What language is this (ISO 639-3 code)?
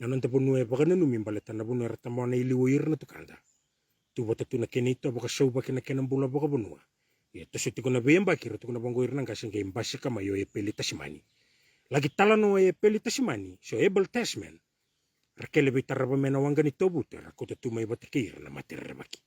fij